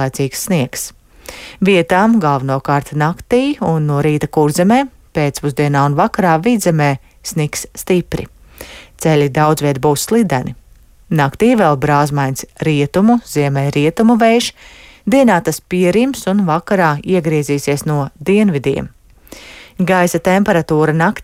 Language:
Latvian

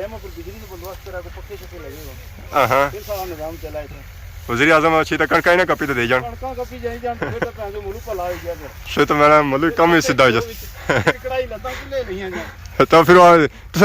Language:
Pahari-Potwari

